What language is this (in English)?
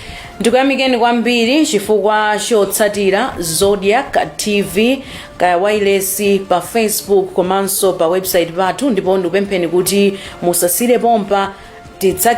Nyanja